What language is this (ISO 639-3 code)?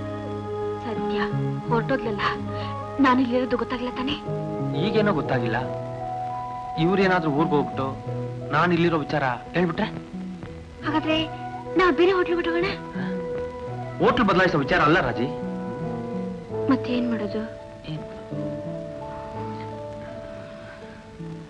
kan